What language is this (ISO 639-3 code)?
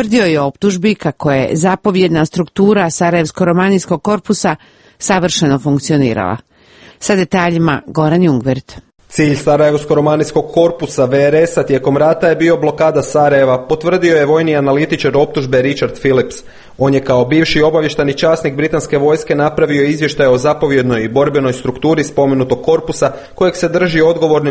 hrv